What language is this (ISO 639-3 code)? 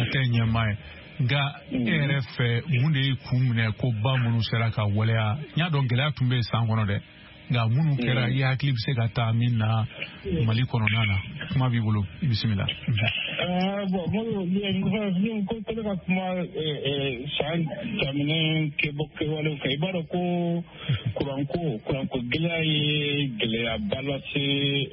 bam